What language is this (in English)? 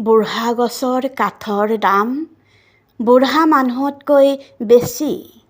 Assamese